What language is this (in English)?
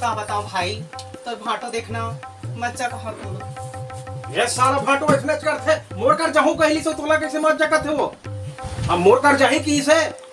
Chhattisgarhi